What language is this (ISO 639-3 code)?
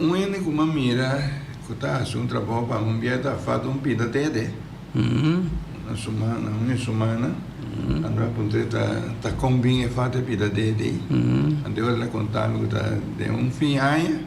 pap